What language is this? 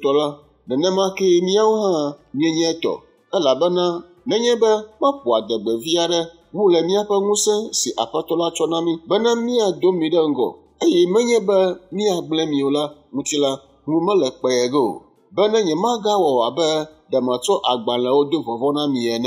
Ewe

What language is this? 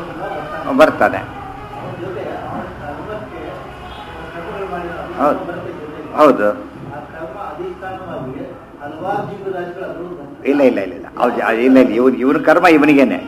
Kannada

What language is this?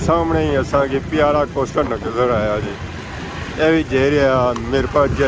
Pahari-Potwari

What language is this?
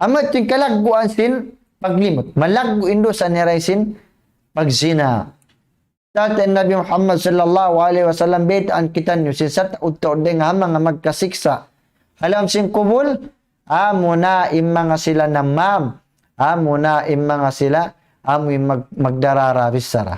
Tausug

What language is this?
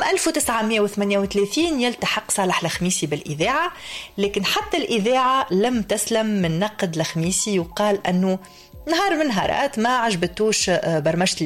Tunisian Arabic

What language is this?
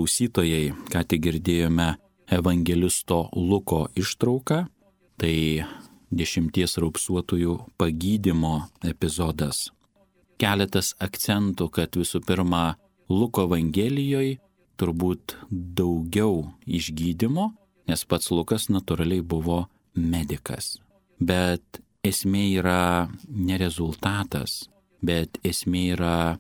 Lithuanian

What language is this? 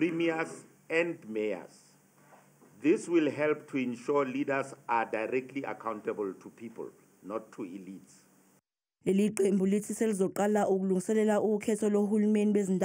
Zulu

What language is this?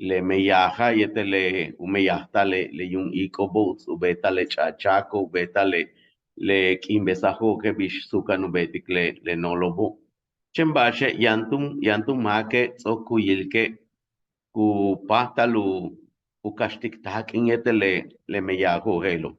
Yucateco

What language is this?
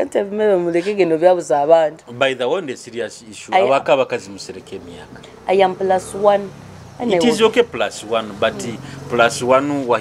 Nyoro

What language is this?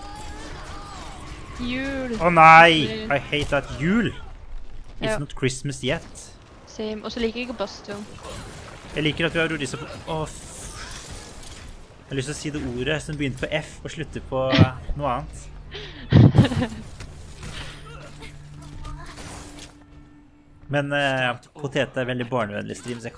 Norwegian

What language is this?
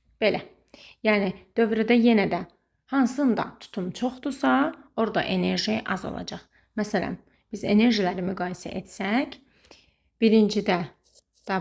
Azerbaijani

